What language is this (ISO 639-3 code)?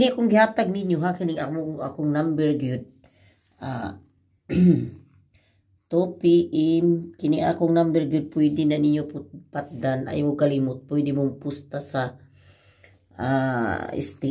ceb